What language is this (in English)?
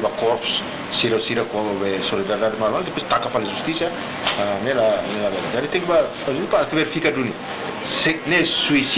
Tetum